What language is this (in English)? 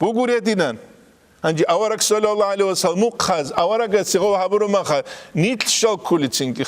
Avaric